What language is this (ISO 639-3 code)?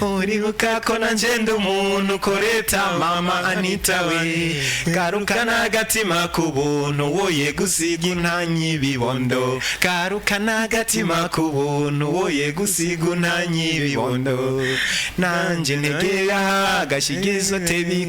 run